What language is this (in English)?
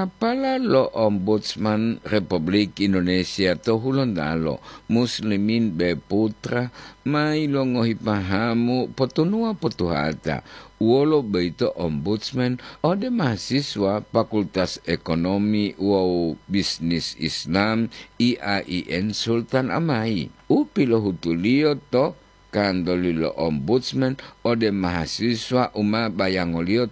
Gorontalo